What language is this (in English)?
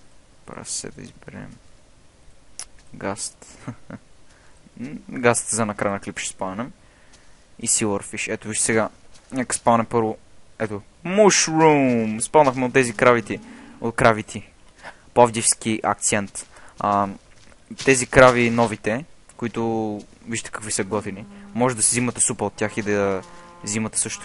Bulgarian